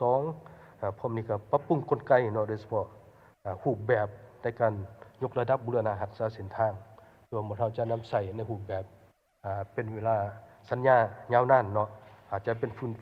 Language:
Lao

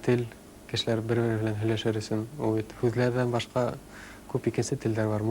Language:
Bashkir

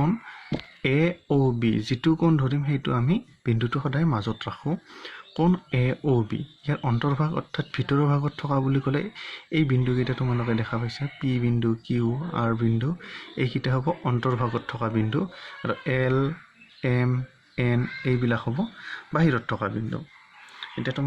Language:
Assamese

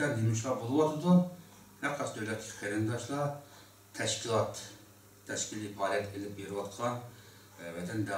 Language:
Uyghur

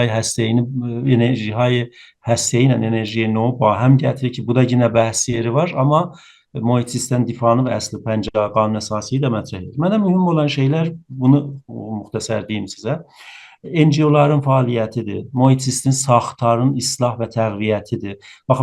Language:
South Azerbaijani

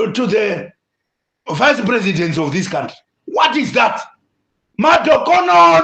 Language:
Shona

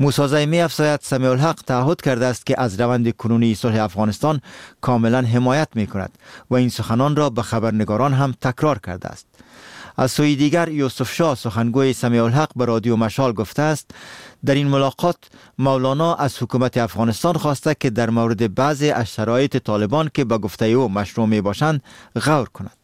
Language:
Persian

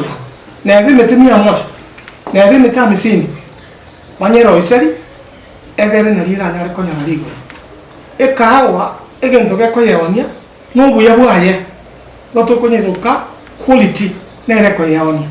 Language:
Gusii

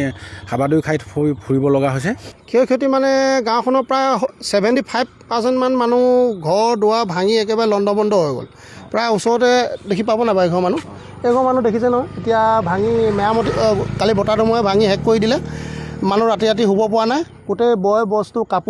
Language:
Assamese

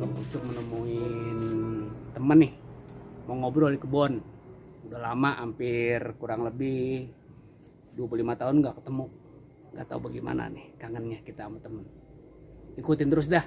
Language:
Betawi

